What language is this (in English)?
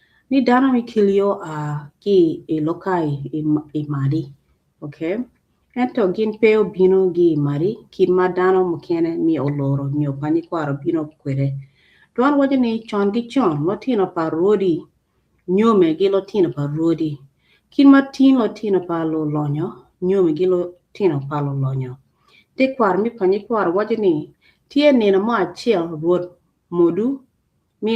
Acoli